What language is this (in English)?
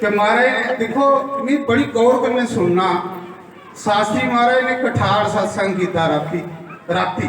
Dogri